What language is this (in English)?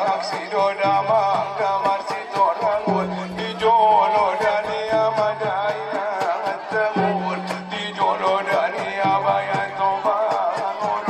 Batak Angkola